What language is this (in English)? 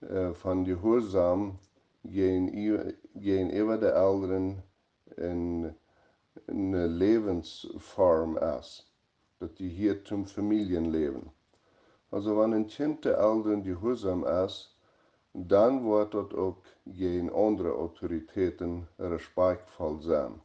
Plautdietsch